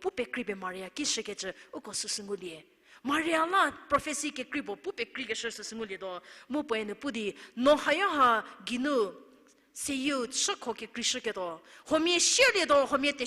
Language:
Angami Naga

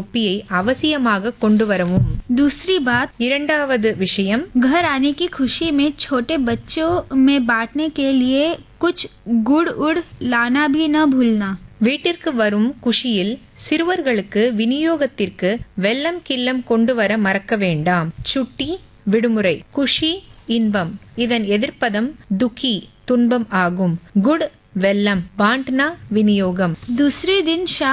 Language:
Tamil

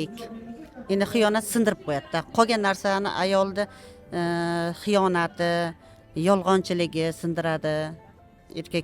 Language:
Uzbek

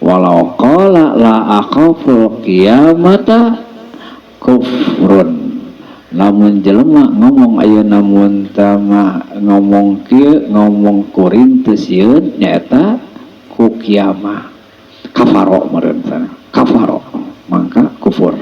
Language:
Sundanese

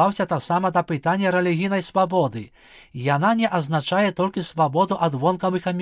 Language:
Belarusian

